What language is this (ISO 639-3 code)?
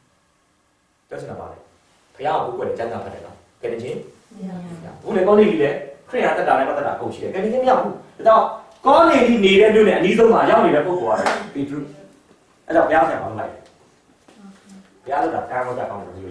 mya